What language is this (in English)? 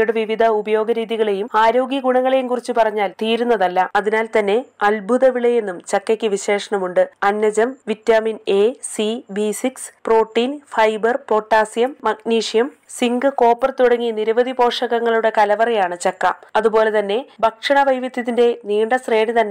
Malayalam